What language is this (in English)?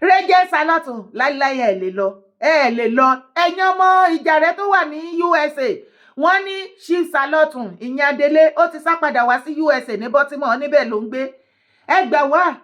Yoruba